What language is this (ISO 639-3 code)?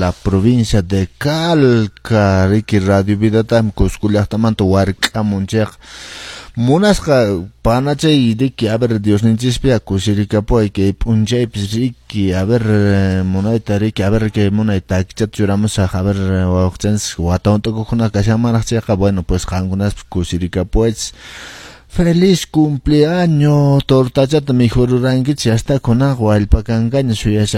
que